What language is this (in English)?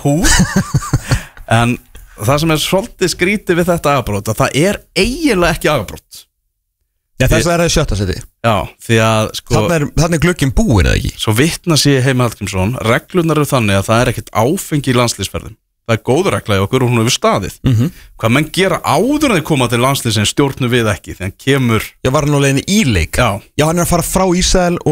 Icelandic